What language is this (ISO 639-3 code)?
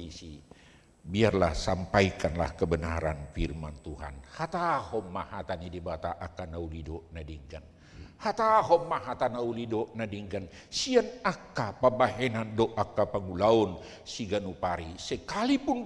bbc